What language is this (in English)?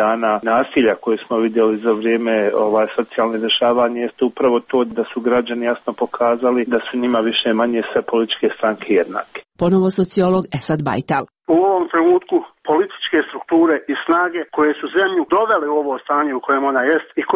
Croatian